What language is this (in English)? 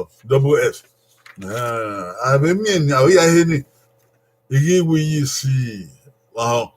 Bini